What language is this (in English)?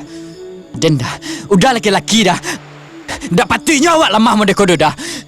Minangkabau